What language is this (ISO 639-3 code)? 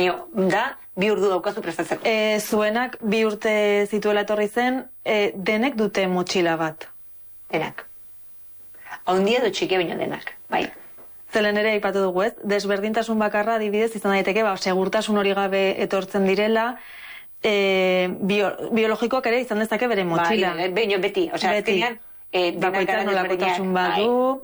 eus